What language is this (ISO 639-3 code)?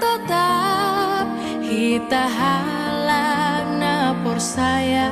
bts